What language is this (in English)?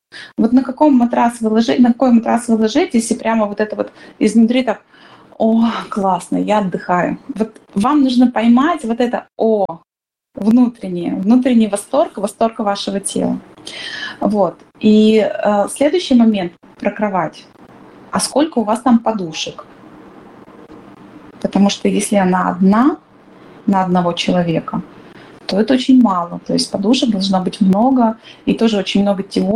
Russian